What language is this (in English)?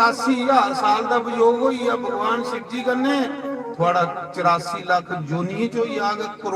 Dogri